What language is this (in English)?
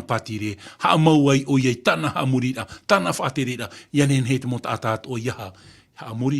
Tahitian